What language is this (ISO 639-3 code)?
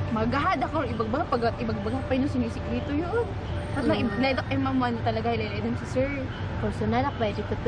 kne